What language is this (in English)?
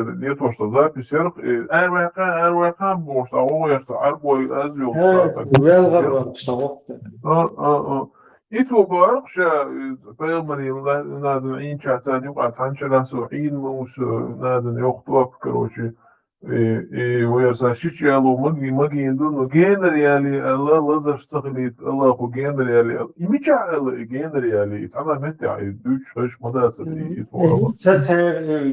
Chechen